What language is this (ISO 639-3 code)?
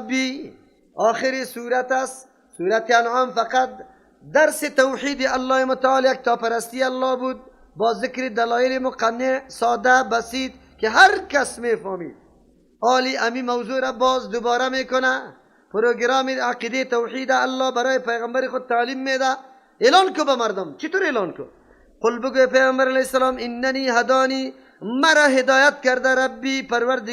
fas